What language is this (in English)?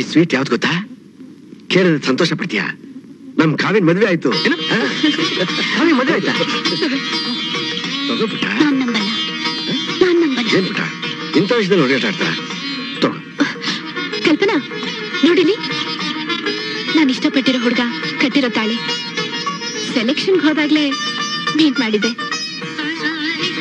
Kannada